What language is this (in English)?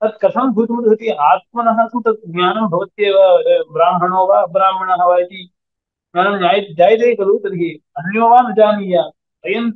Sanskrit